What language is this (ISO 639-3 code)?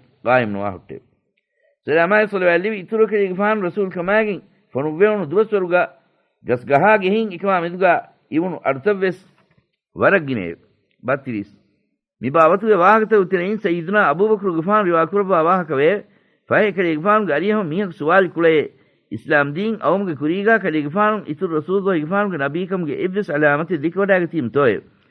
div